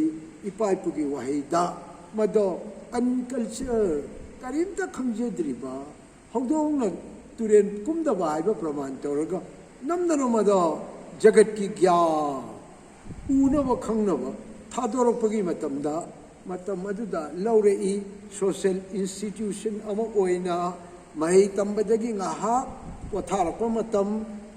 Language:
Manipuri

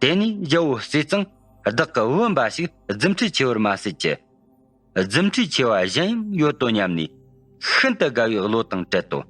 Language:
Tibetan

